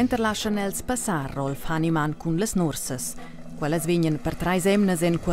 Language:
Romansh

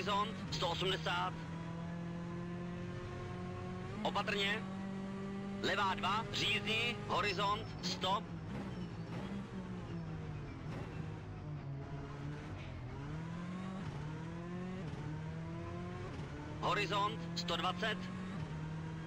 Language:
Czech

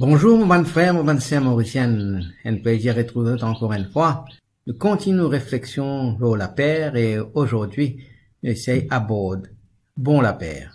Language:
Morisyen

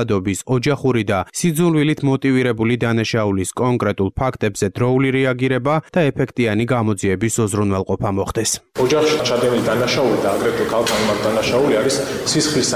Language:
Georgian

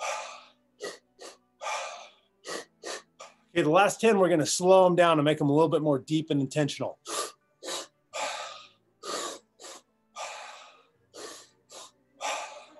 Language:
English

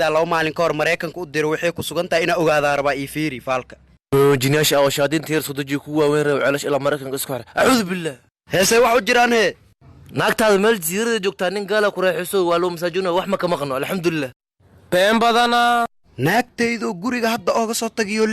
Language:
Somali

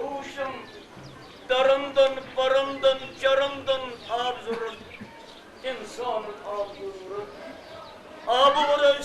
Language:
Kashmiri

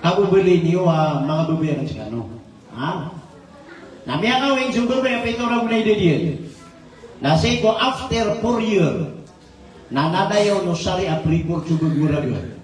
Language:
Maranao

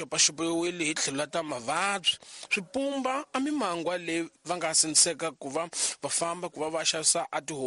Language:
Tsonga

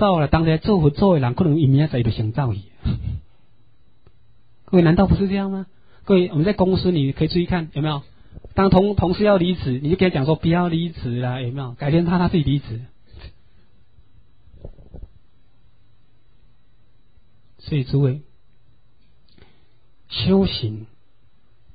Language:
Chinese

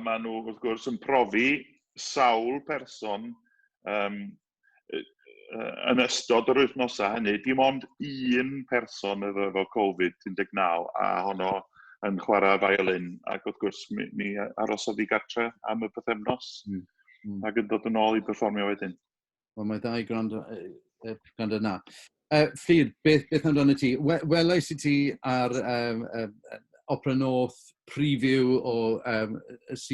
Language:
Welsh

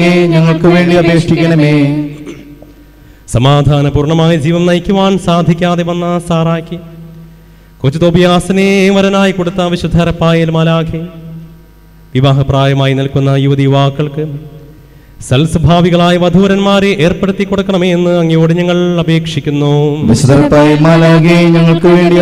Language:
Malayalam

